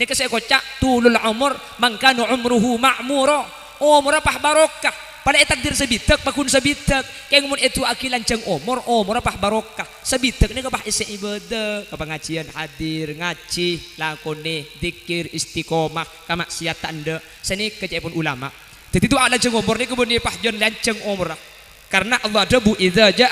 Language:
Madurese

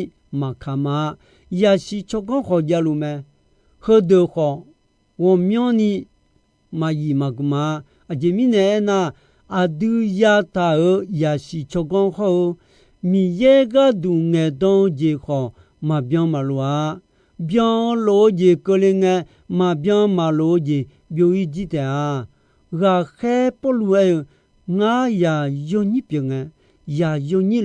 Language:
Akha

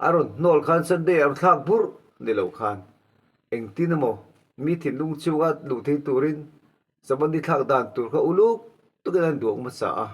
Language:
Mizo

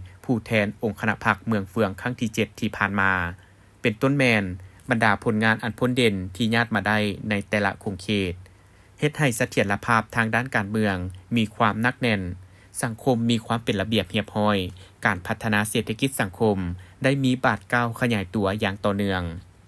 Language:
Lao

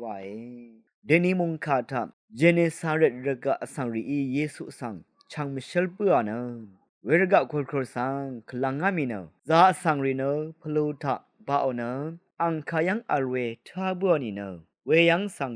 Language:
Rawang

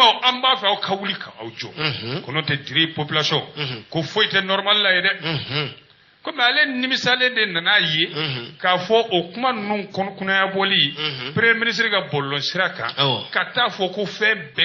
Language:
Bambara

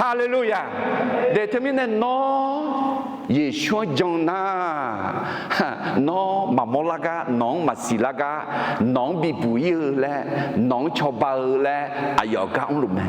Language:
Akha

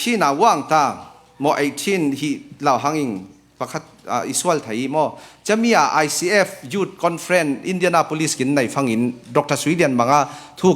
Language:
Falam Chin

